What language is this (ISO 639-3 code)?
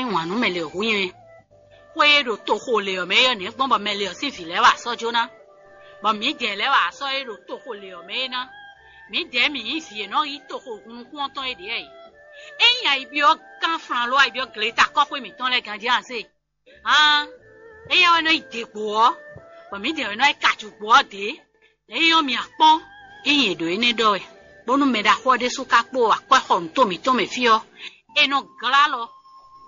fon